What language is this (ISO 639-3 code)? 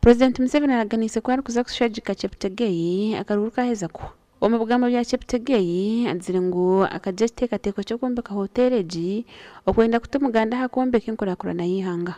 nyn